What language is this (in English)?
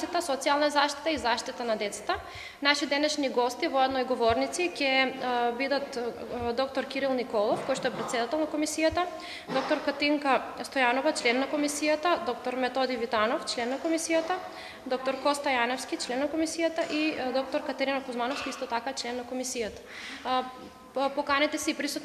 Macedonian